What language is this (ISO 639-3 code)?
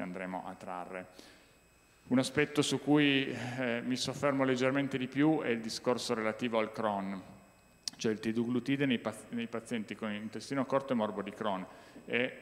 ita